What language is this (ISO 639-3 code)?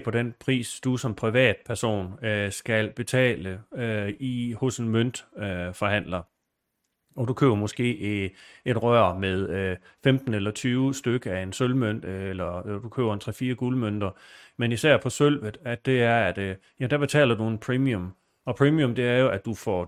dan